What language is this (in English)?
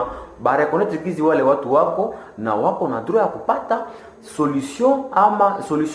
Swahili